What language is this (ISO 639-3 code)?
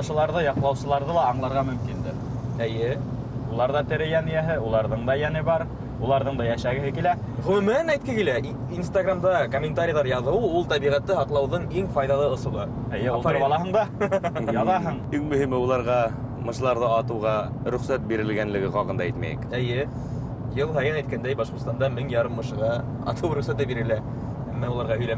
bak